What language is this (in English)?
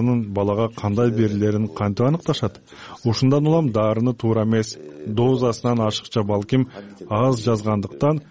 Kyrgyz